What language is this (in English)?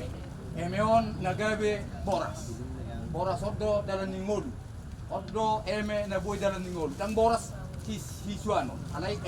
Batak Toba